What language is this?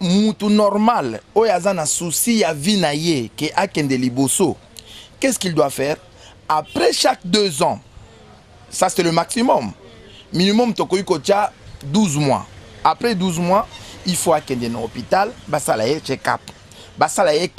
Lingala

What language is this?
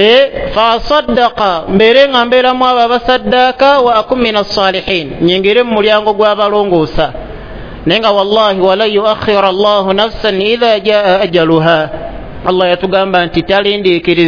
Ganda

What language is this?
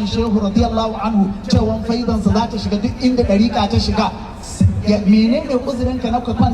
Hausa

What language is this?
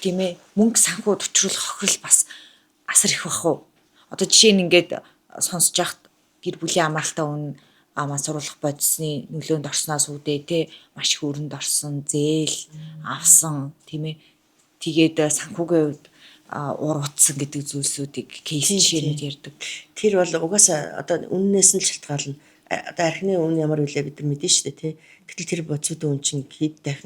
Mongolian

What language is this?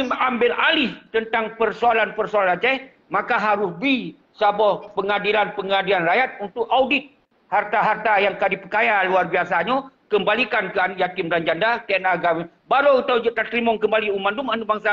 Achinese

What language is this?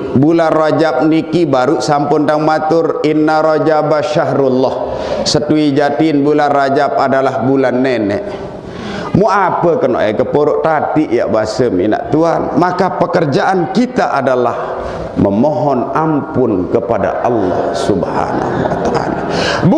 Sasak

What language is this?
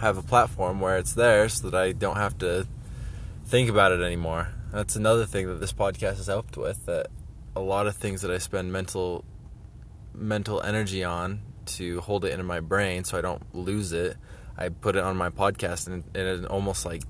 English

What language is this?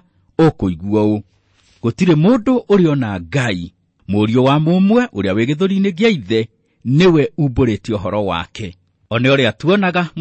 Kikuyu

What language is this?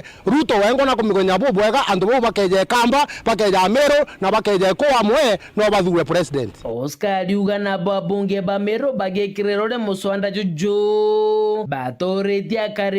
Meru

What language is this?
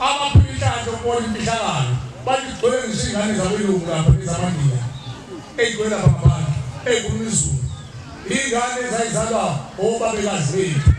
Zulu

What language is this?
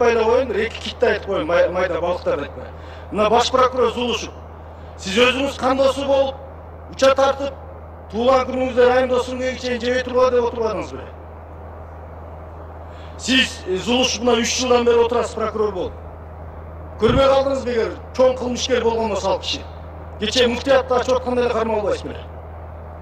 Kyrgyz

